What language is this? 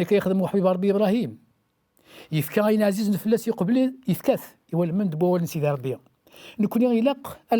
Kabyle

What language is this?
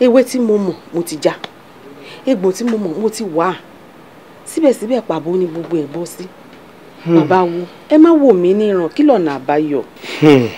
Yoruba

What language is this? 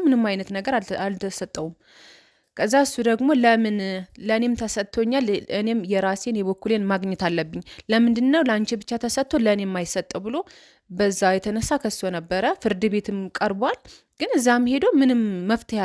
Amharic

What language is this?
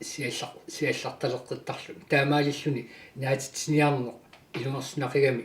Kalaallisut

